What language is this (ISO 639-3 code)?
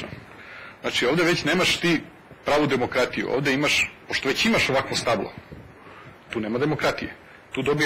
srp